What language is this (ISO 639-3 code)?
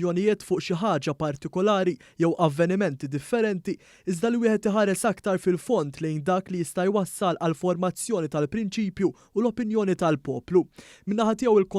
mlt